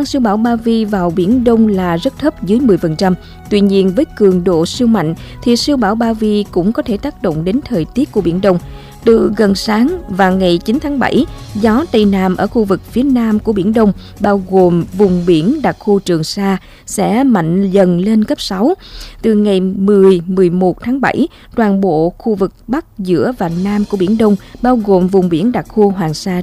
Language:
Vietnamese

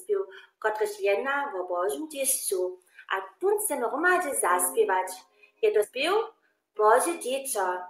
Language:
Upper Sorbian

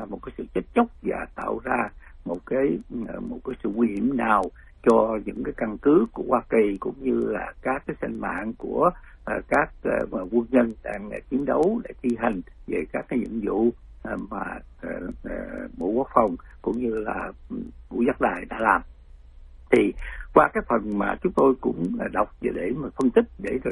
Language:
Vietnamese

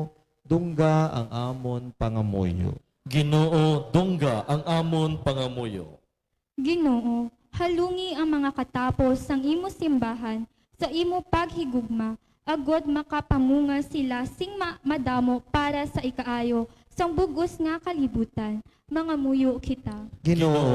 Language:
Hiligaynon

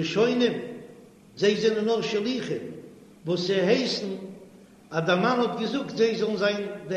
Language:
Yiddish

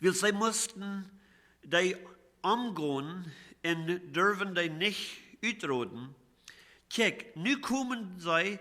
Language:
Plautdietsch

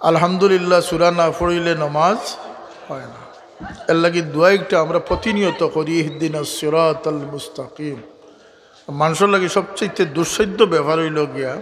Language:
Sylheti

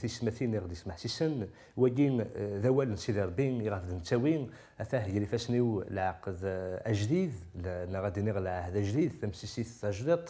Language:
Kabyle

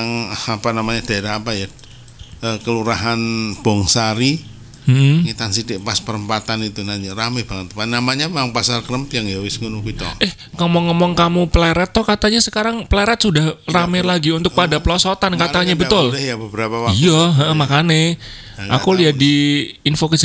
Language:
Indonesian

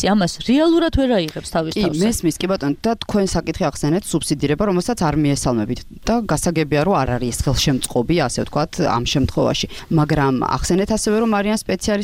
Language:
Georgian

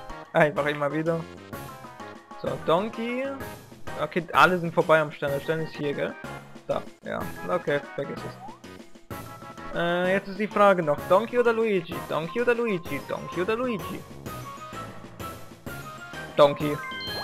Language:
German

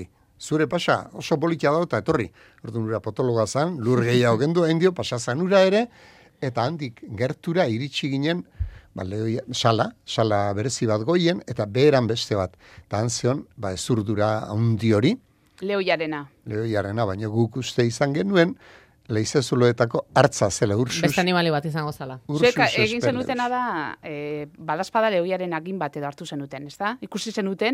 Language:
Basque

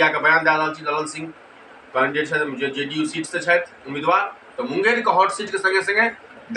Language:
Maithili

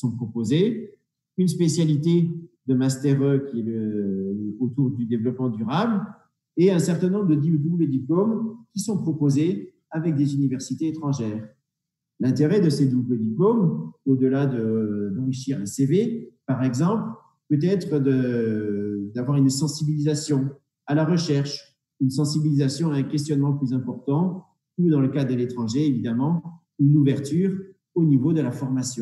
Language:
French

